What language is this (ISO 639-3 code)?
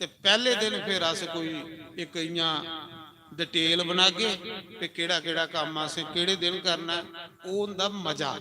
doi